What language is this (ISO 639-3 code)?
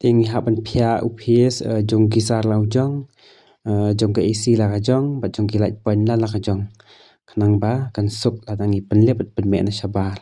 kha